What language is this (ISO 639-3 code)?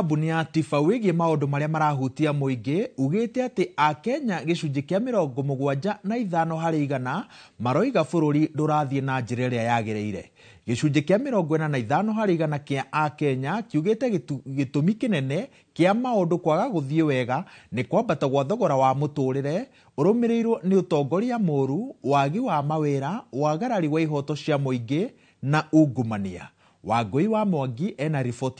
kik